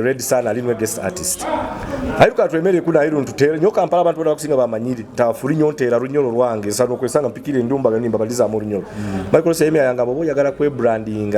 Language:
Nyoro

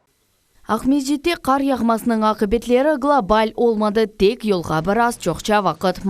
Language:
Crimean Tatar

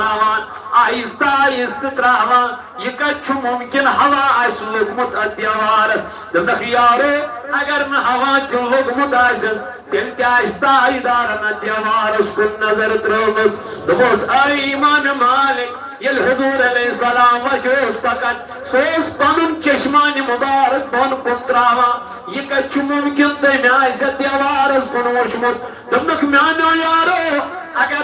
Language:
Kashmiri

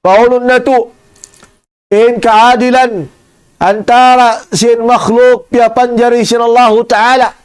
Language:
Tausug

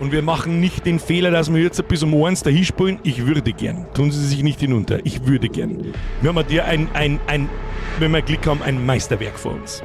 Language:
Bavarian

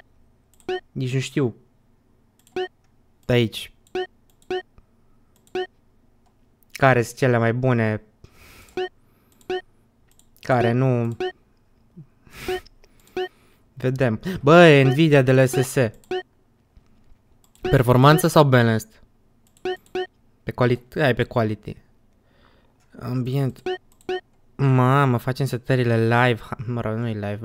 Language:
Romanian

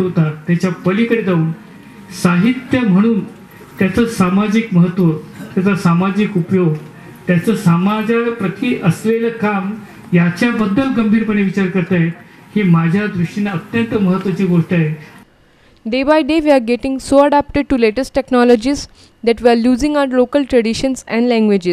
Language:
Marathi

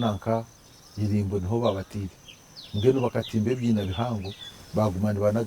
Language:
Nyankole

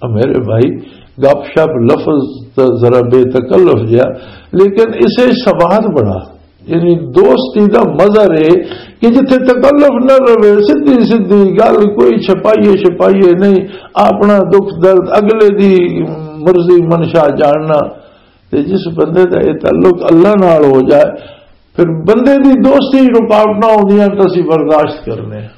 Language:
Western Panjabi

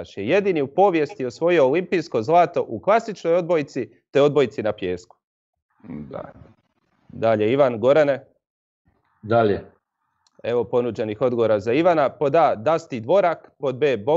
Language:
Croatian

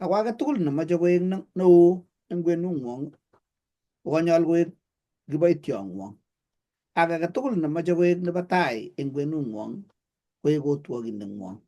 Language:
Kalenjin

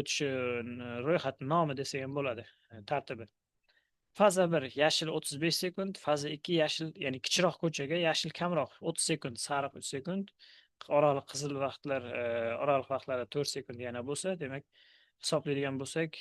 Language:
Uzbek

